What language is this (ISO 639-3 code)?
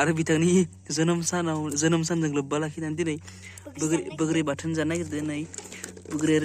brx